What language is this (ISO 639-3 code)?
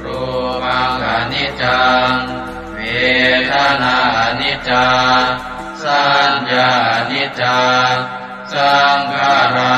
pli